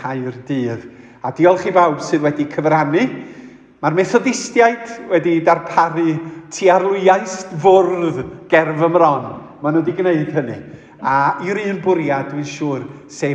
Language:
Welsh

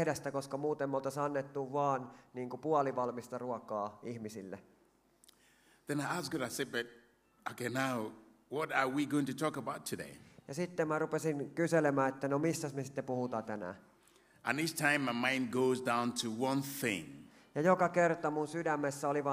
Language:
Finnish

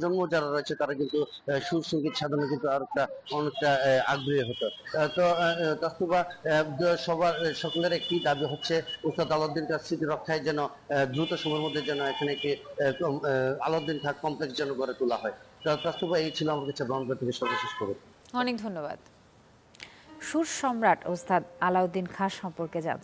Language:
Bangla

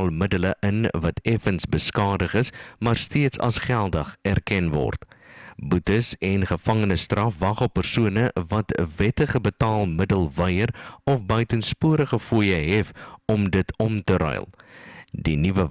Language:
Afrikaans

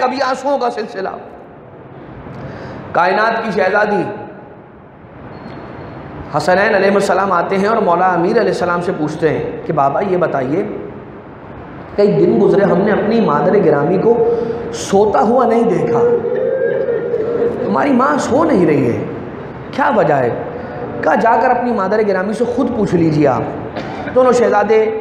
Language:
Urdu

